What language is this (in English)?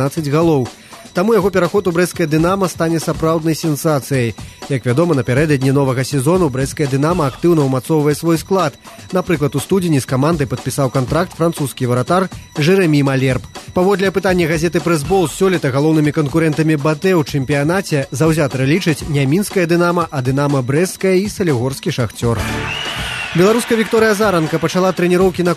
Belarusian